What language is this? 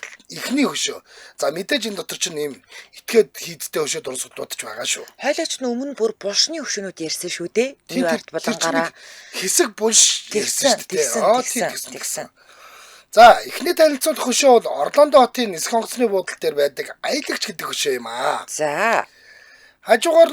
Mongolian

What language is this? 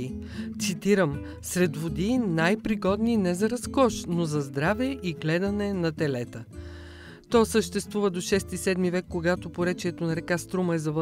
Bulgarian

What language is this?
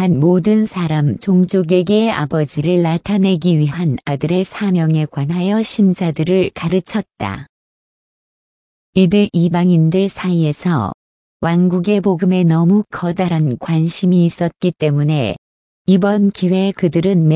Korean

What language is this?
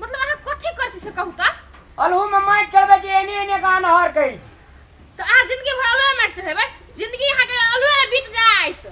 Maithili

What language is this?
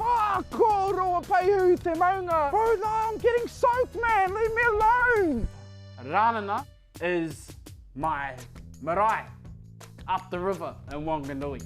Māori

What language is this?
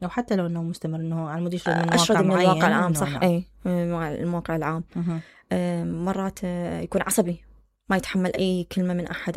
Mesopotamian Arabic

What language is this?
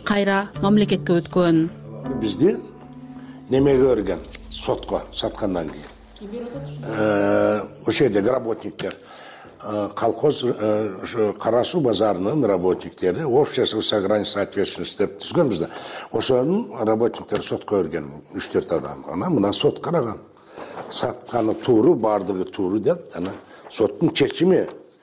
Kyrgyz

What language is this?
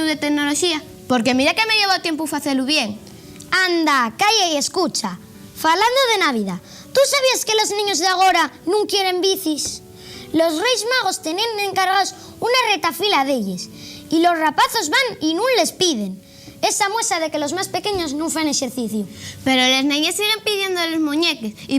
Asturian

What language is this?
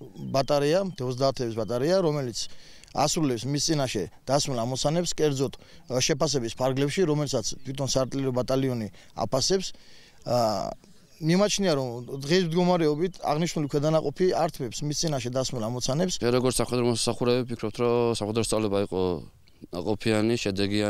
Georgian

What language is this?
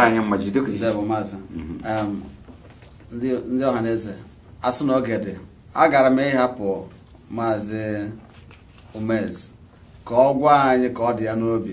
Igbo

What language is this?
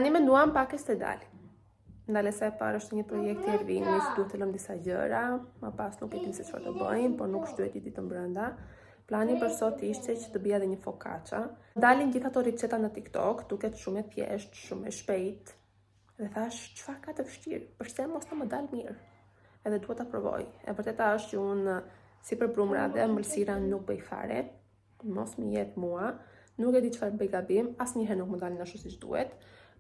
Albanian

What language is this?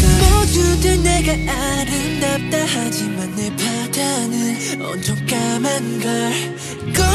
Korean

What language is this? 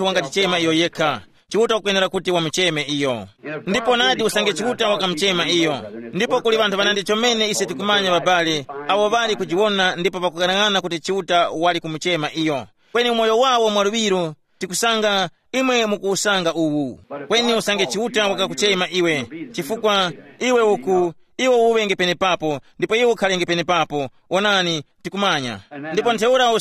Tumbuka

